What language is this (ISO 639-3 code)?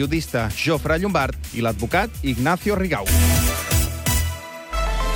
cat